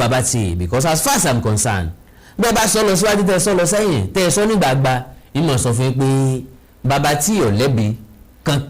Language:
Yoruba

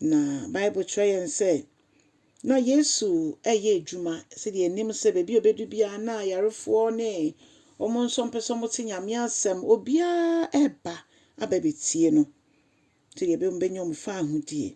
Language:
Akan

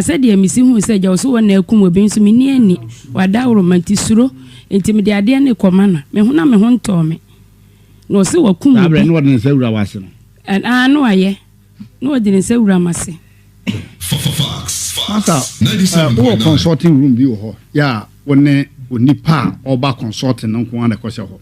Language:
Akan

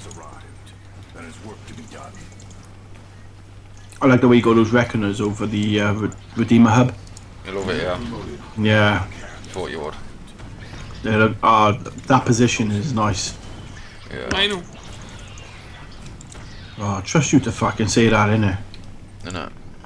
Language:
English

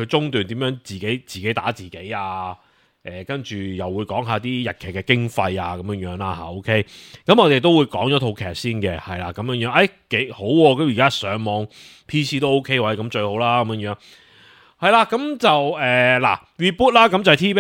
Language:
Cantonese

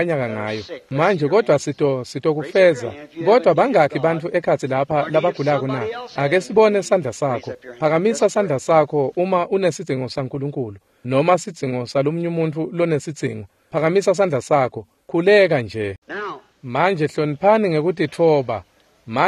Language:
Swati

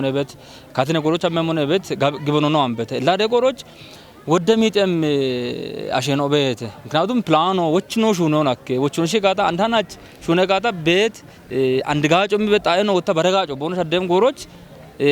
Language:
Kafa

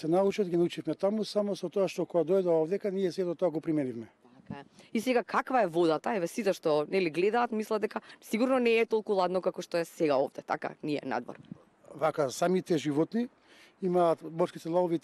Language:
Macedonian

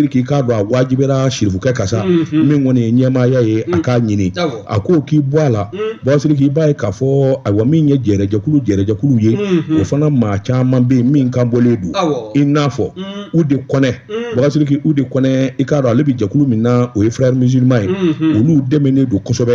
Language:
Bambara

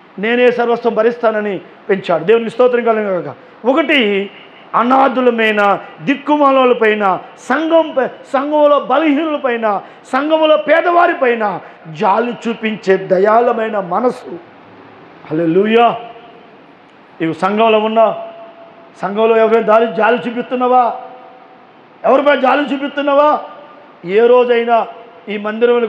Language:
Telugu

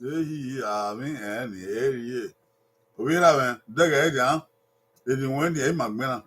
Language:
Bini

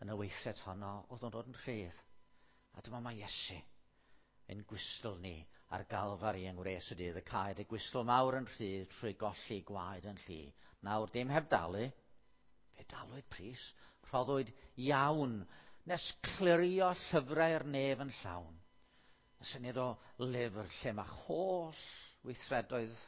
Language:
Welsh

